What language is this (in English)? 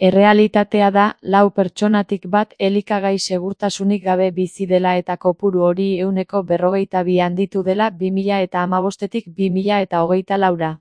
Basque